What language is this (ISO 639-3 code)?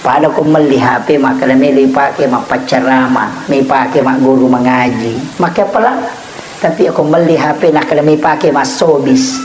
bug